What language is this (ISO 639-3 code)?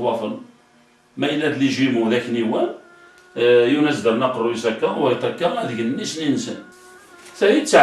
kab